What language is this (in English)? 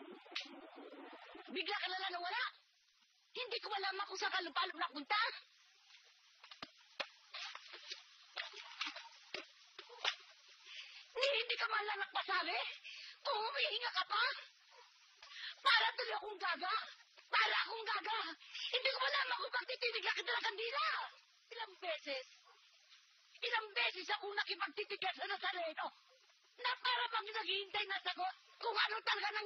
Filipino